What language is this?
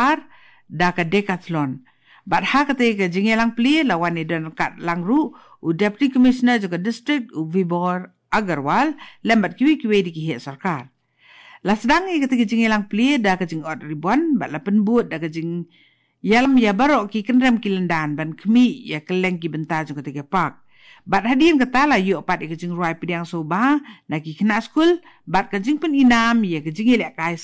Khasi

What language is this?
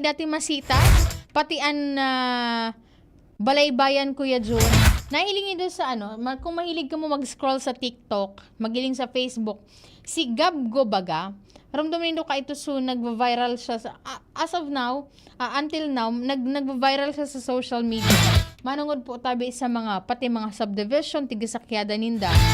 Bikol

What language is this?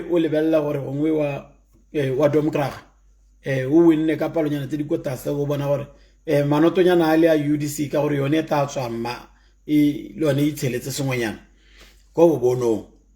Tswana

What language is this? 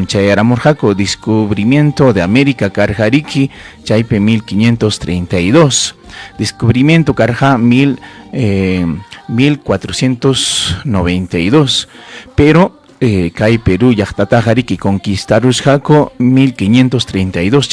Ayacucho Quechua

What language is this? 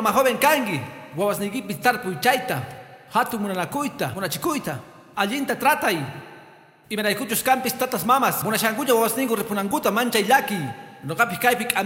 Quechua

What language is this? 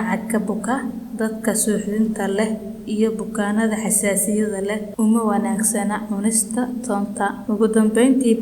Somali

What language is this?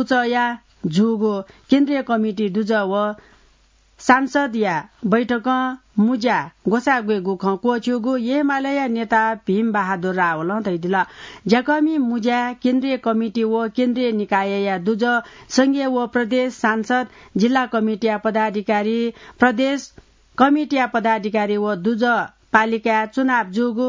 Newari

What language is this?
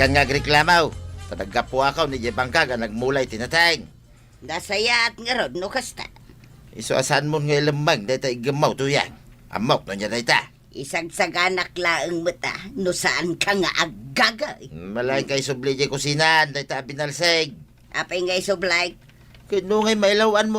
Iloko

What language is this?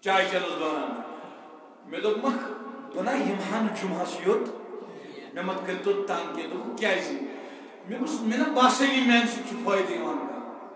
Kashmiri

